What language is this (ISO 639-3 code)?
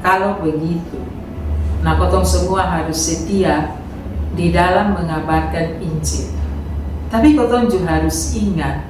mkn